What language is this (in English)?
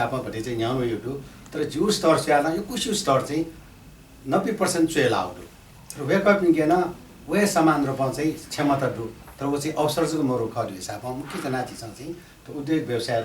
Newari